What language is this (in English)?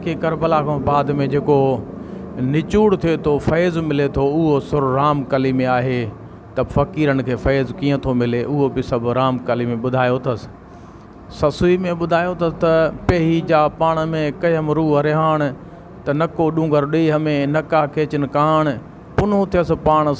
Sindhi